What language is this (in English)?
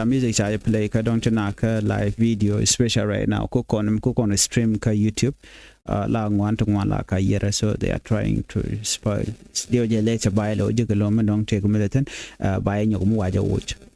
Nuer